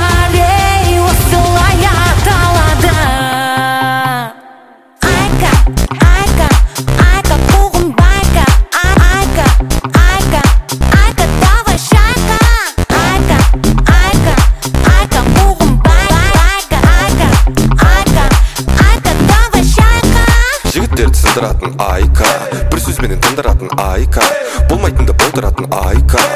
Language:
Kazakh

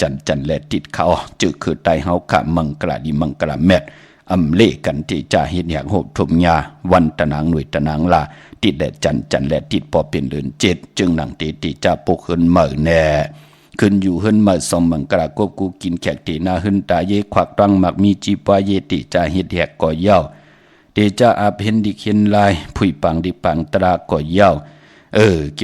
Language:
Shan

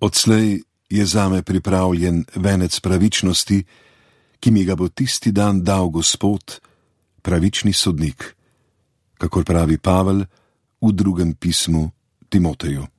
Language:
Slovenian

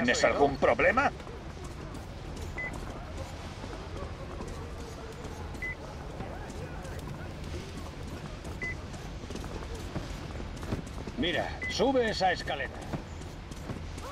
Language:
Spanish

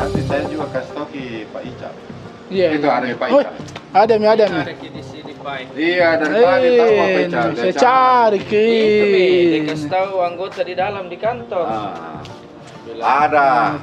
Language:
Makassar Malay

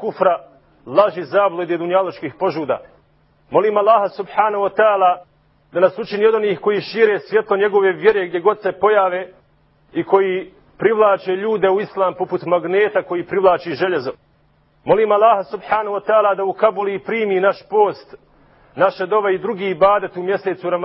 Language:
Bosnian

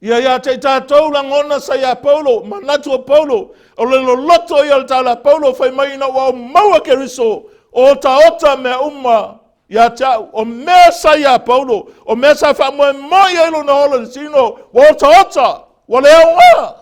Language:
Samoan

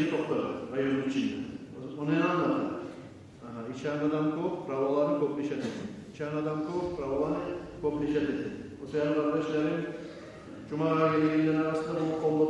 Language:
Kumyk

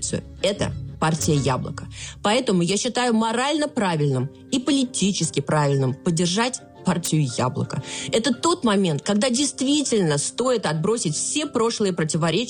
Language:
Russian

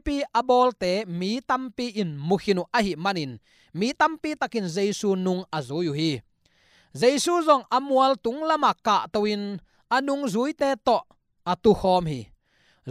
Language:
Tedim Chin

